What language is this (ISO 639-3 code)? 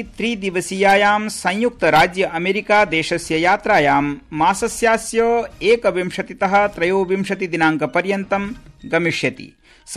san